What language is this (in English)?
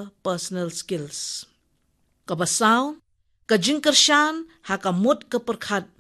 Khasi